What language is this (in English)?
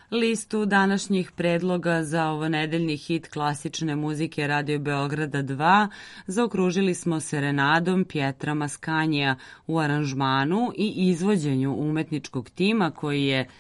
Serbian